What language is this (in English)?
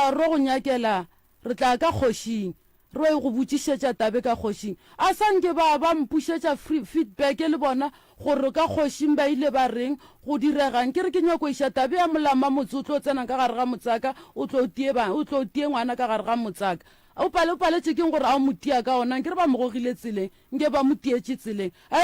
Northern Sotho